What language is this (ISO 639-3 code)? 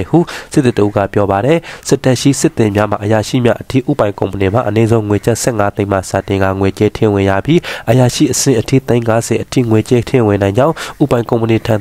mya